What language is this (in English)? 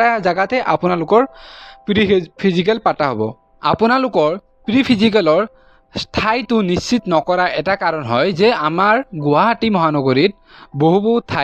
Assamese